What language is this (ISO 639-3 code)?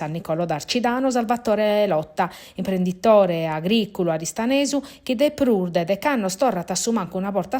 srd